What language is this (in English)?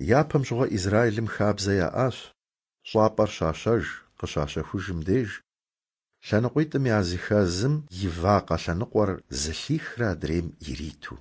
Kabardian